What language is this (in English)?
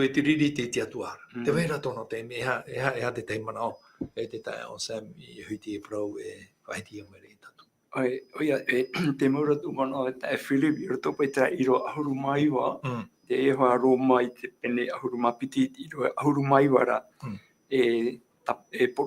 Tahitian